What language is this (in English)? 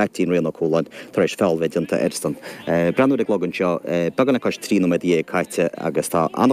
Irish